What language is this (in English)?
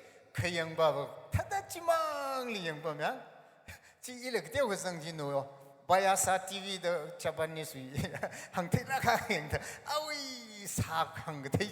Tangkhul Naga (India)